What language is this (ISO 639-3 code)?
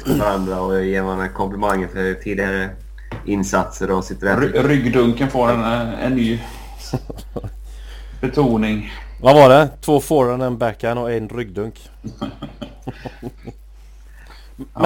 swe